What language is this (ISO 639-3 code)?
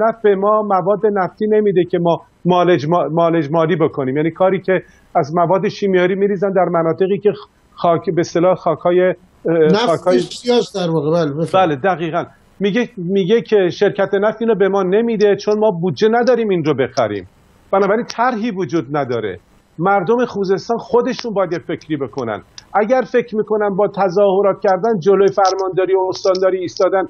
fas